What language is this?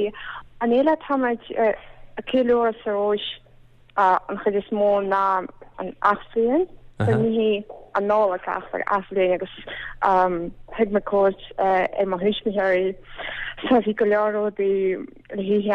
Irish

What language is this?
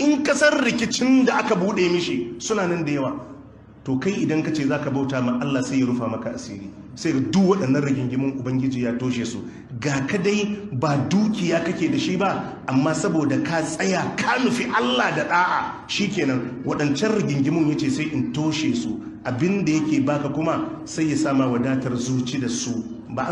Hausa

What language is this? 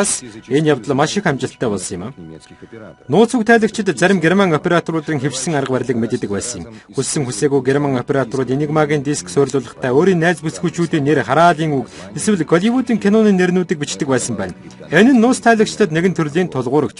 Mongolian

